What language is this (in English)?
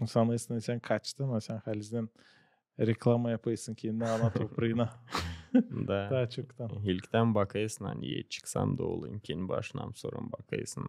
Gagauz